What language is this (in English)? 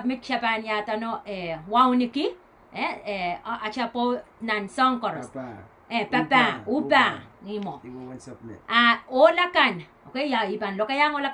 Pohnpeian